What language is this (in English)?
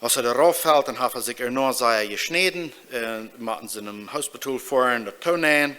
Plautdietsch